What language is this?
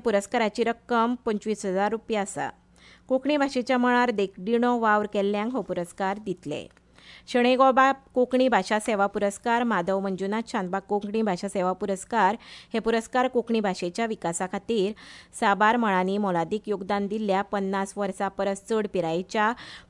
Konkani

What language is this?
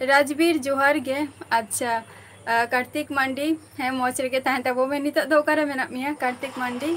Santali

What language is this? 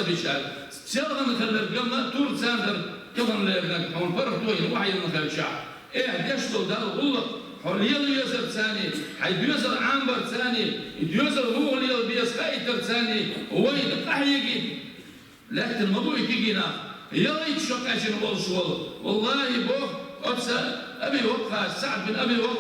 Chechen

